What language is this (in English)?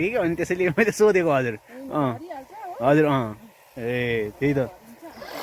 Nepali